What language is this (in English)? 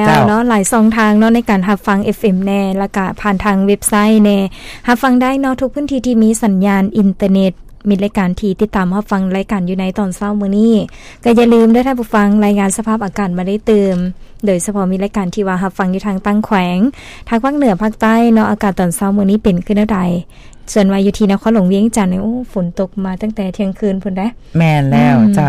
Lao